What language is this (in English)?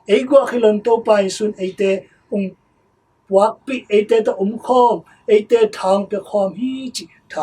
Tedim Chin